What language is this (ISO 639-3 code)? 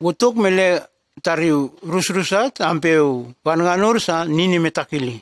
tgs